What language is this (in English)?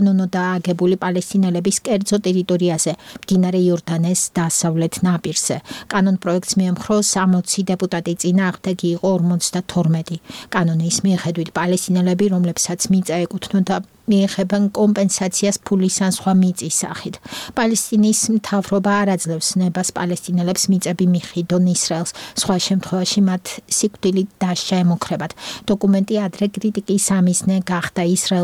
Georgian